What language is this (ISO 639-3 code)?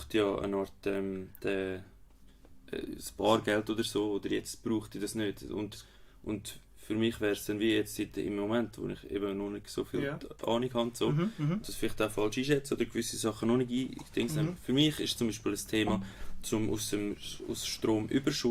gsw